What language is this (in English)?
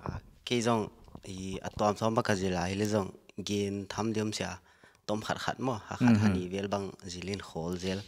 Paite Chin